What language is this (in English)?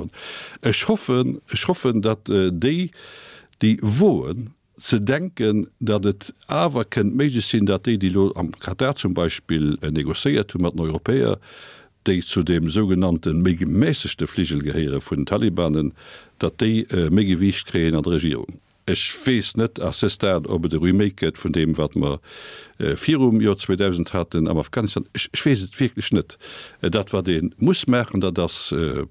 Luxembourgish